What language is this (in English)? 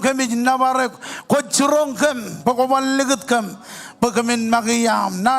Marshallese